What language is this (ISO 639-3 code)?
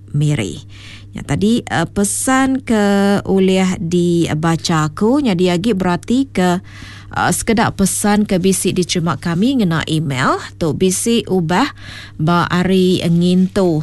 iba